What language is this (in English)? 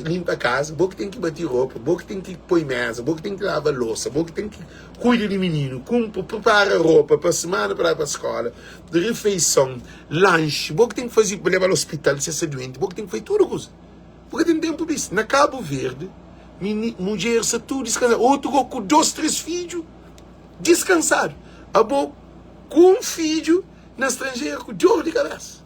Kabuverdianu